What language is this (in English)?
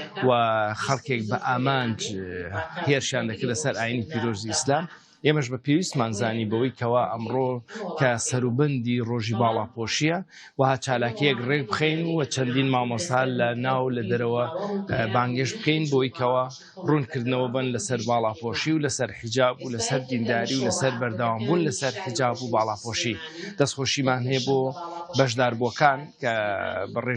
Central Kurdish